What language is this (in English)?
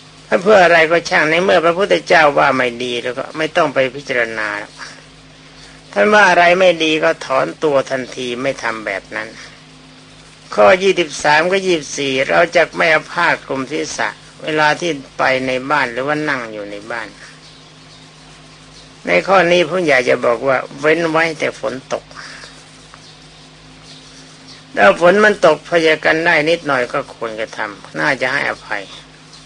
Thai